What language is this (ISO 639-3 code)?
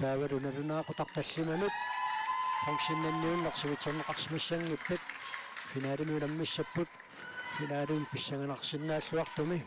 kal